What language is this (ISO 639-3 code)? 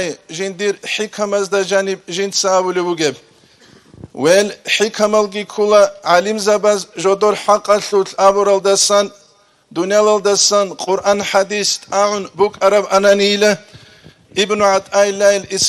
ava